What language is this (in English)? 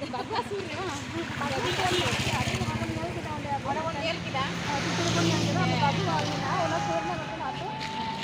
Santali